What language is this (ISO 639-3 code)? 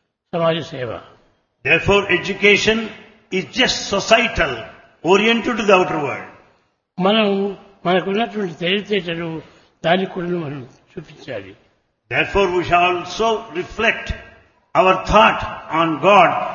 tel